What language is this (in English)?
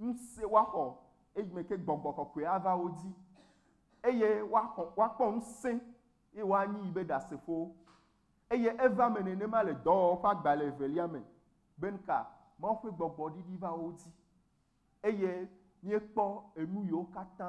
Ewe